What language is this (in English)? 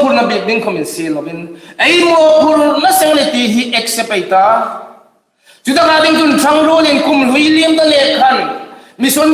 Hmar